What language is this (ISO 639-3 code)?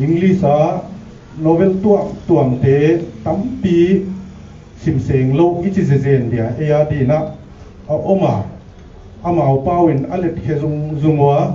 pck